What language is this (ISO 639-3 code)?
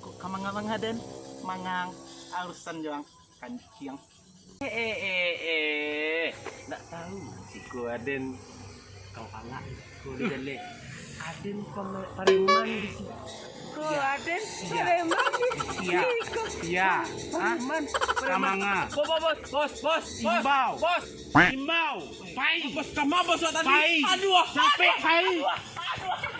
min